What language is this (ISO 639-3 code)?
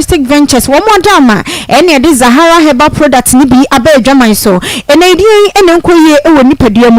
aka